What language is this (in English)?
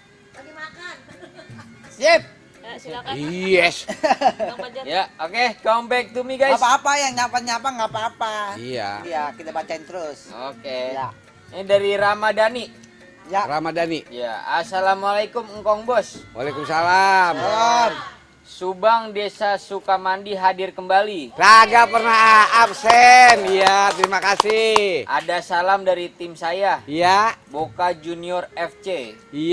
Betawi